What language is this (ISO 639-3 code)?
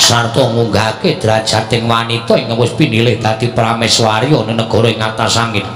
jav